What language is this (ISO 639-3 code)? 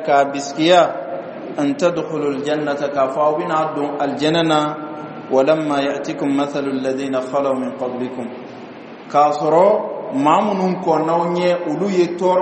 bam